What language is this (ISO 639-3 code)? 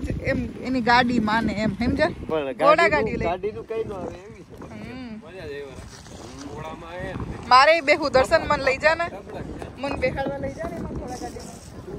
guj